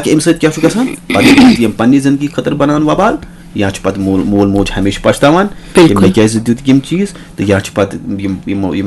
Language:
Kashmiri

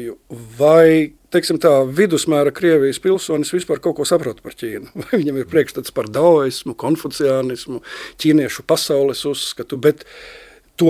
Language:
Latvian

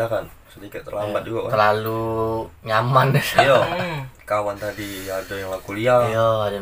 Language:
Musi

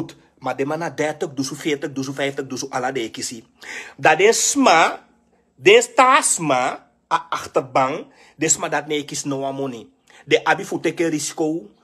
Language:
Sranan Tongo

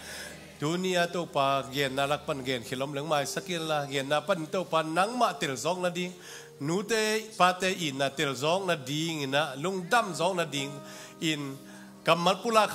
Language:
Tedim Chin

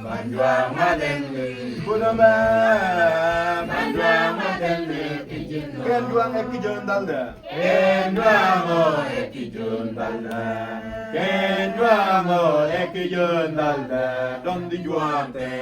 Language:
Mabaan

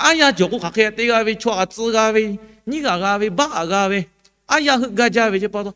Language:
Lahu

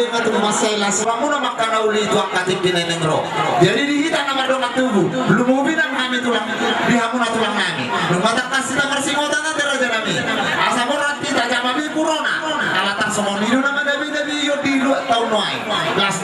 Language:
Batak Toba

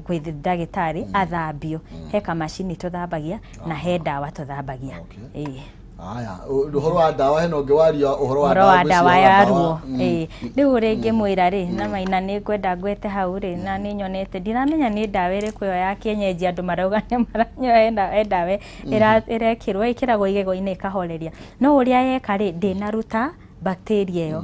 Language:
Kikuyu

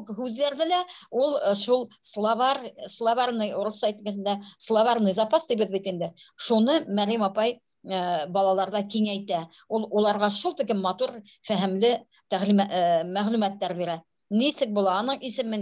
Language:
Bashkir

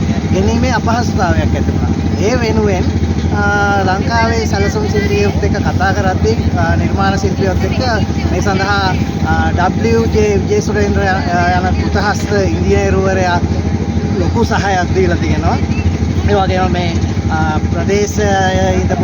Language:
Sinhala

